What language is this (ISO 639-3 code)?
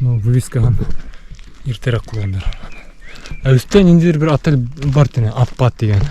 bak